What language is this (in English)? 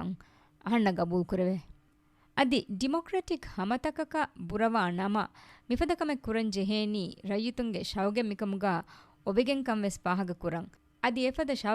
Divehi